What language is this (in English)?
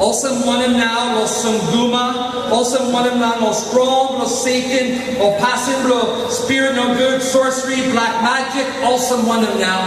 Tok Pisin